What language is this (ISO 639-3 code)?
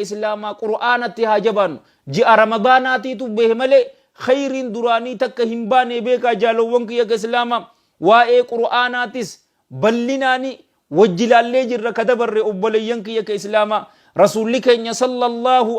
orm